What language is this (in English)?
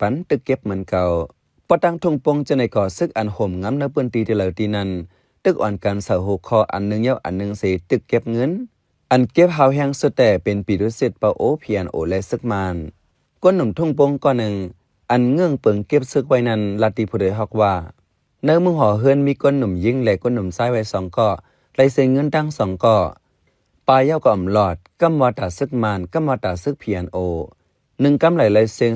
Shan